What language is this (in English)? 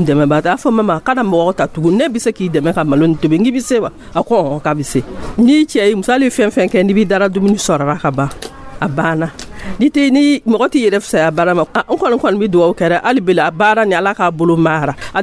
Dyula